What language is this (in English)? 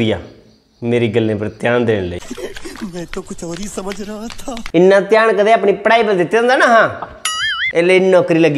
Dogri